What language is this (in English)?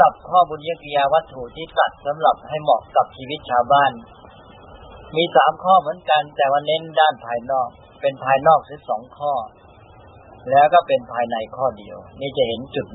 Thai